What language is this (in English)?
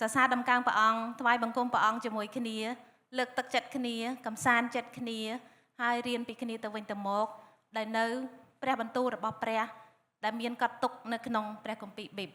Khmer